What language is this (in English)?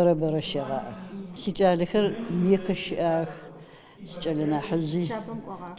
Adyghe